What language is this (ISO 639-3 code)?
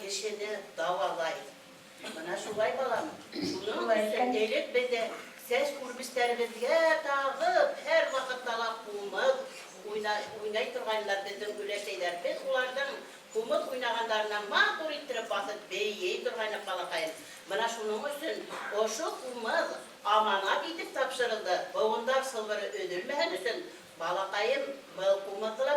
bak